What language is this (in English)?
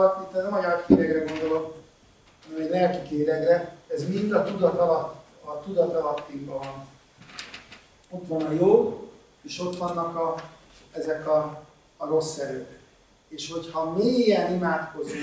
Hungarian